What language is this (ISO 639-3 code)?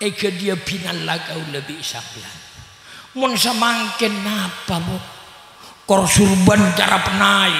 mad